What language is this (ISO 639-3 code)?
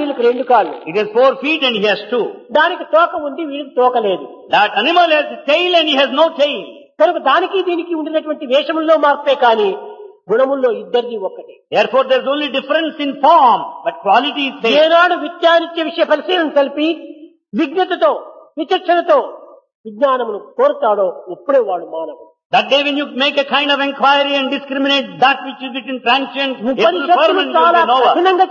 tel